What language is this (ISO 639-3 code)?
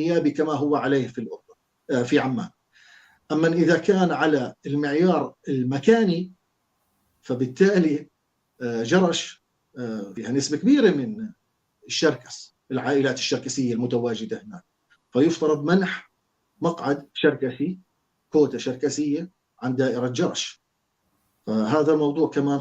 apc